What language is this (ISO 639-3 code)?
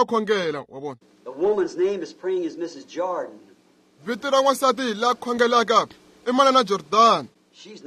tso